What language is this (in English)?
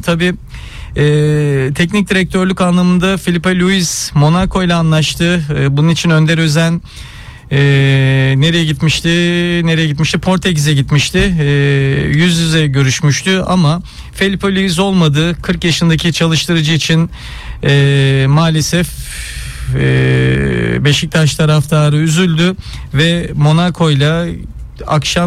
Turkish